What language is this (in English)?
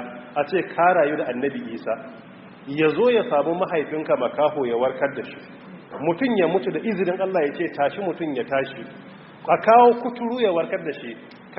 Hausa